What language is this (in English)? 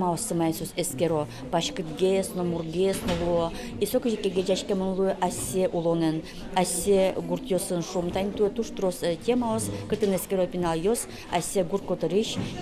Udmurt